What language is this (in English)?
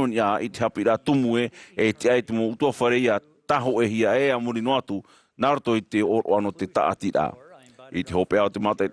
Tahitian